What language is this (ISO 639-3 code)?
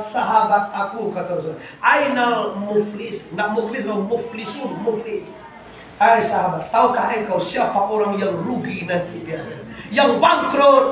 min